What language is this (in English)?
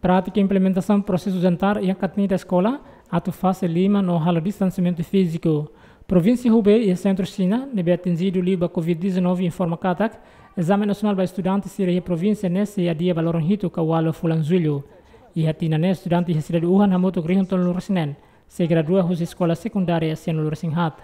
Tetum